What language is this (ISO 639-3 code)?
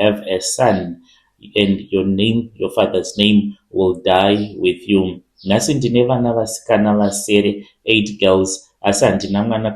sna